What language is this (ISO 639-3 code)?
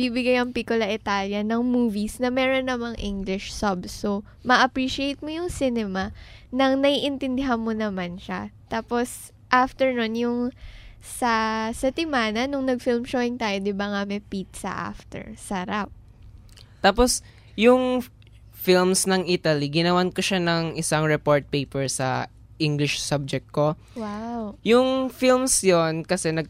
fil